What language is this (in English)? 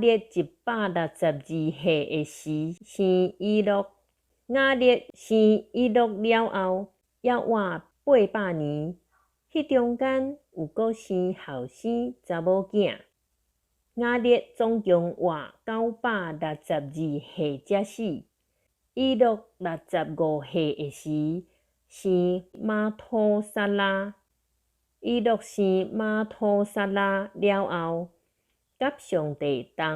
Min Nan Chinese